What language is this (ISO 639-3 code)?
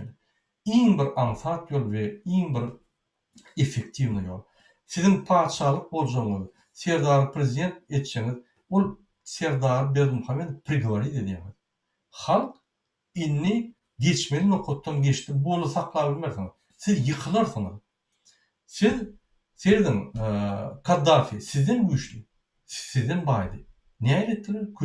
tuk